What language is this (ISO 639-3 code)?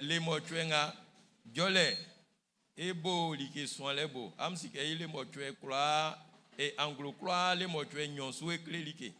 bci